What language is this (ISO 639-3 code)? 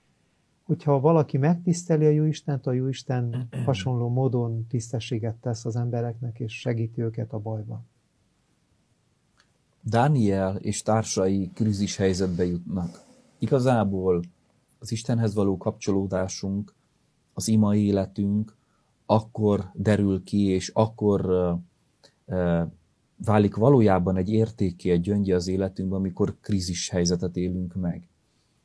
hun